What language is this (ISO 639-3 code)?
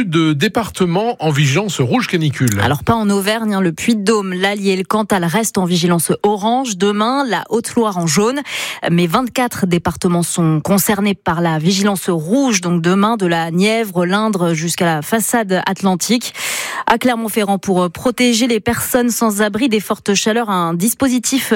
fra